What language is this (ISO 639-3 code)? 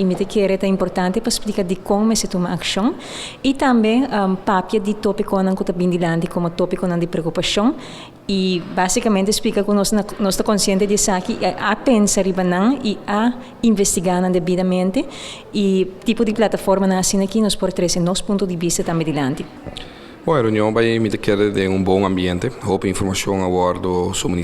pap